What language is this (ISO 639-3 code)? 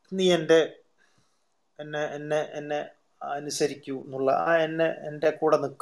mal